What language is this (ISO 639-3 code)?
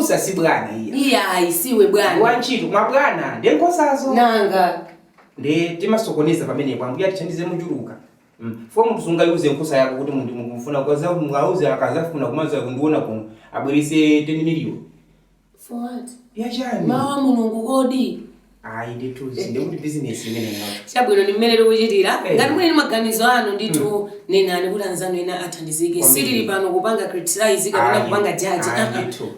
nya